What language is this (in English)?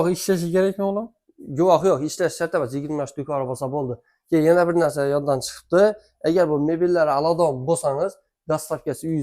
Uzbek